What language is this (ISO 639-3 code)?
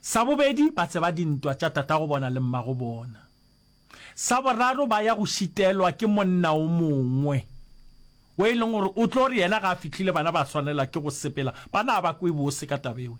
nso